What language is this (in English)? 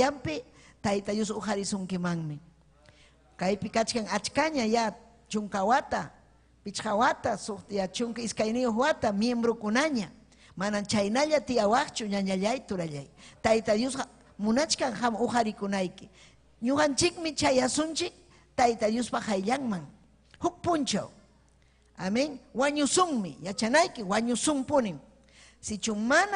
Ayacucho Quechua